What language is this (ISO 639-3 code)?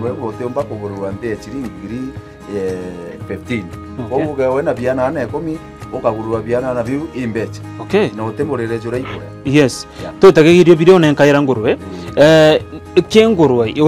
mer